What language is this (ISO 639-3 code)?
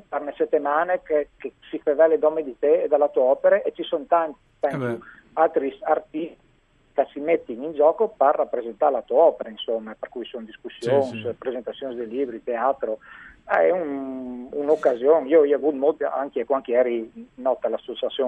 fur